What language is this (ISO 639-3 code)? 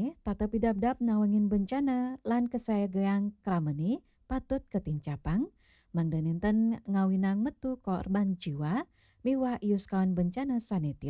ban